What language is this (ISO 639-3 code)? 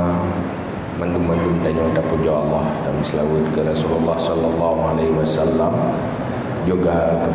ace